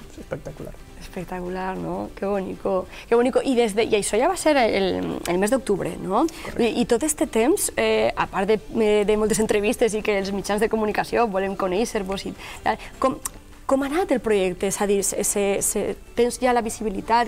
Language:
Catalan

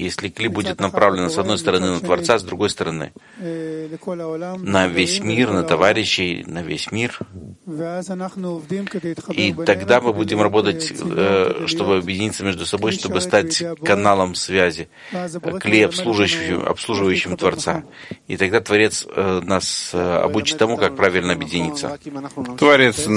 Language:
Russian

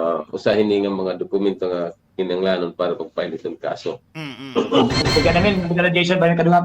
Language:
Waray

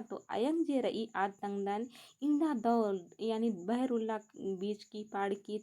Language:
Kurukh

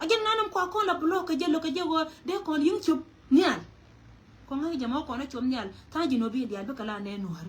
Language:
Nuer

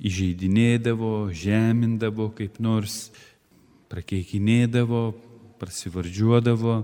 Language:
Lithuanian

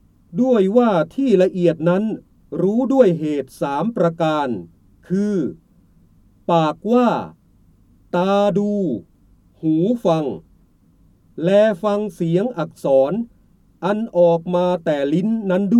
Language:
Thai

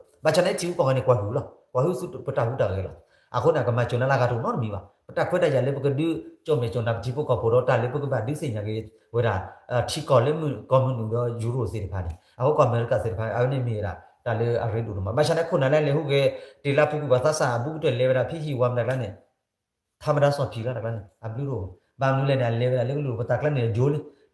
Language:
S'gaw Karen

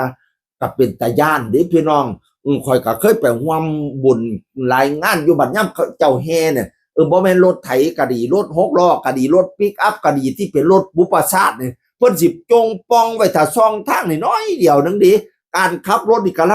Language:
Northeastern Thai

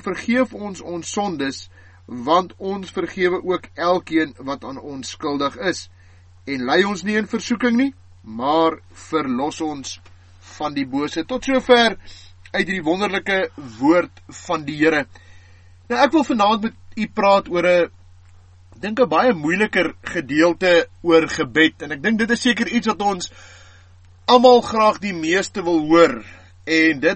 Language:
Afrikaans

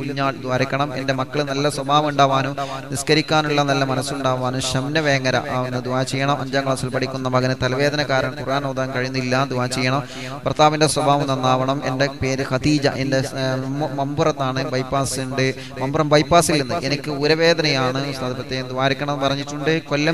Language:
Malayalam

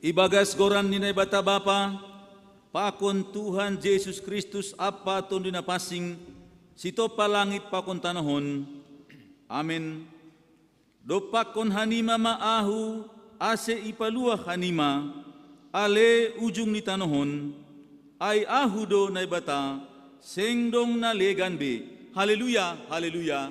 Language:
Batak Simalungun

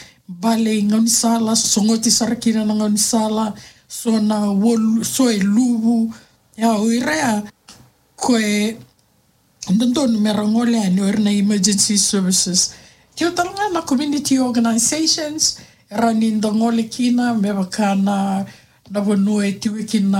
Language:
Fijian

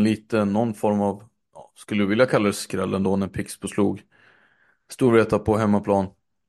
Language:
Swedish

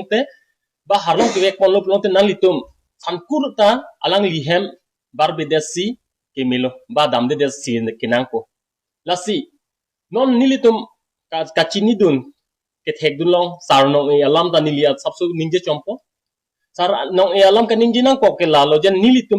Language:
Karbi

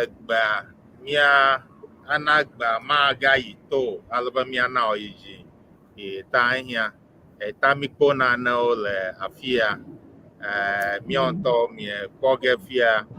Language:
Ewe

